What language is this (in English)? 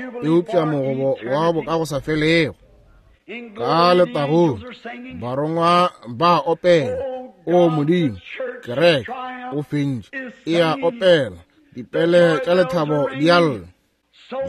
Northern Sotho